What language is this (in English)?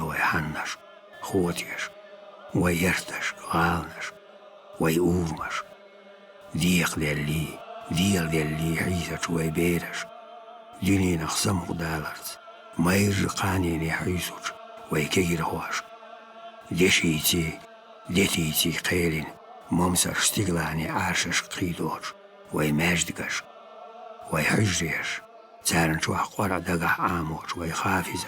Chechen